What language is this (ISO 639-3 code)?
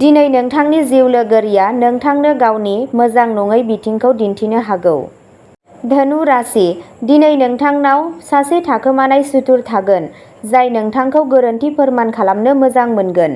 brx